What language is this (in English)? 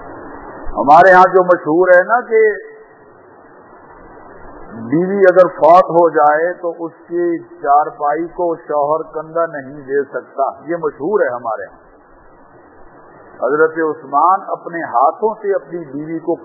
Urdu